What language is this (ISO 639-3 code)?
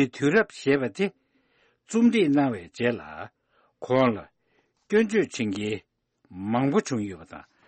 bod